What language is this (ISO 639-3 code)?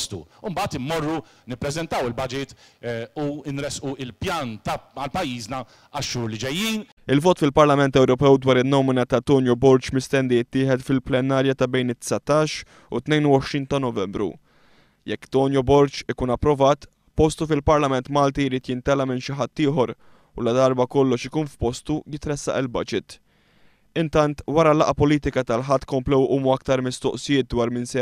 mlt